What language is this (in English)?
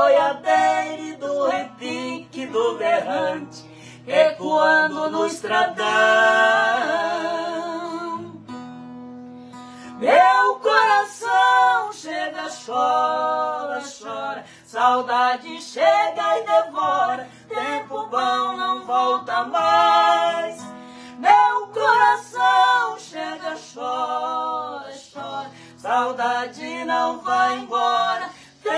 Portuguese